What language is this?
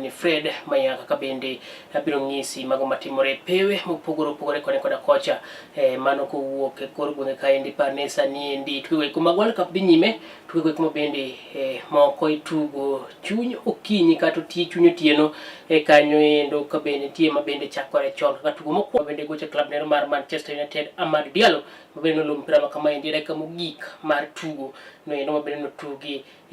Luo (Kenya and Tanzania)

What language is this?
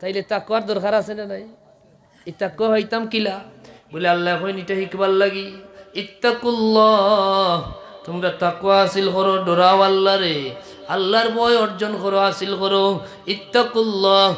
Sylheti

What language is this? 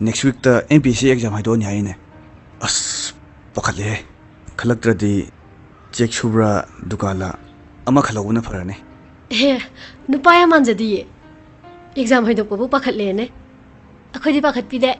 Manipuri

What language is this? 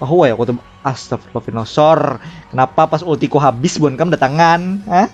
Banjar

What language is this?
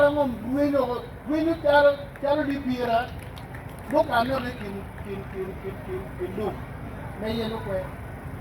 Acoli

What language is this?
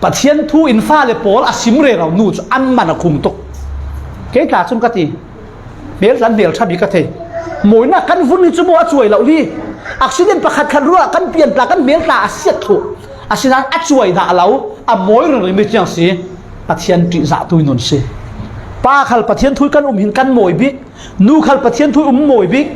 Falam Chin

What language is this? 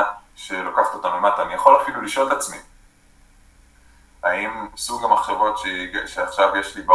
Hebrew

